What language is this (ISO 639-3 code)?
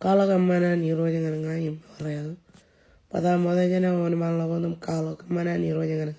mah